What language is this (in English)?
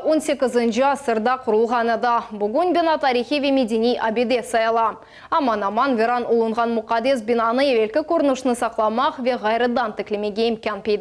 Crimean Tatar